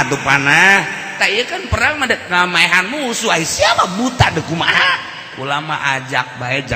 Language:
Sundanese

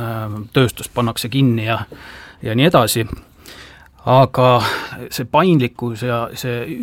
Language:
Estonian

